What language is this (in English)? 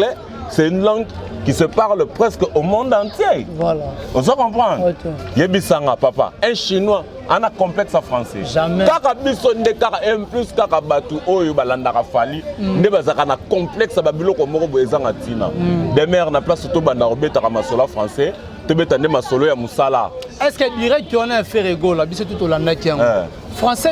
Lingala